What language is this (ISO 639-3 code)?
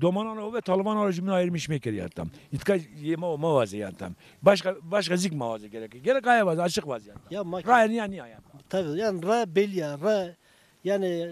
zza